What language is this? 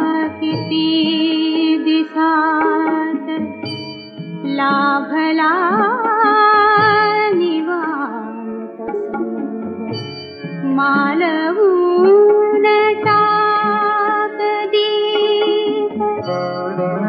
Marathi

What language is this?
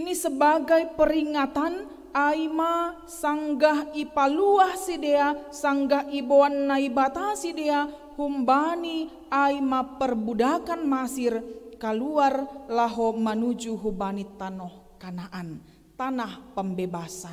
Batak Simalungun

